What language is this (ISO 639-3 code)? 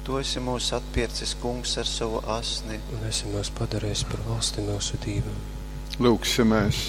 ltg